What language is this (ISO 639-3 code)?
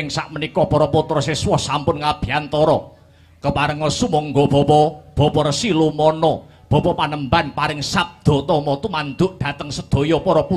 jav